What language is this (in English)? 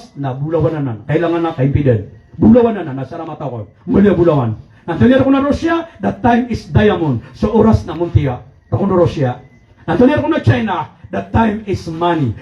Maranao